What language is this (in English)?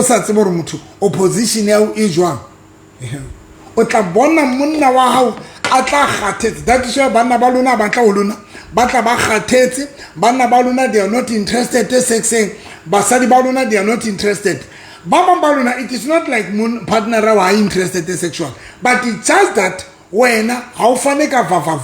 Southern Sotho